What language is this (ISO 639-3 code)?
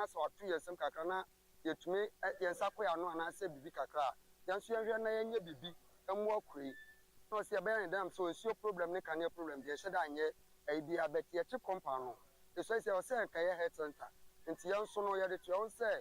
aka